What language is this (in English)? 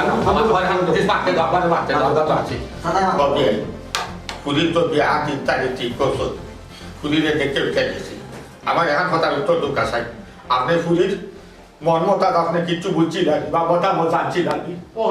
Sylheti